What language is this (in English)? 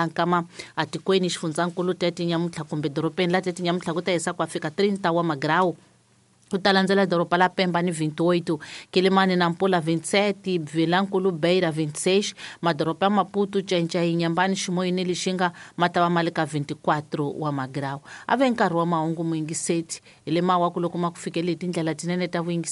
Tsonga